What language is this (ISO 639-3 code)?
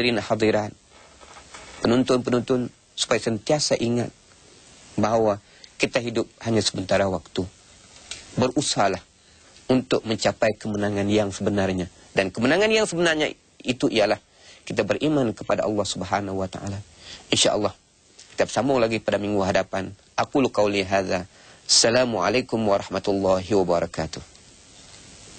msa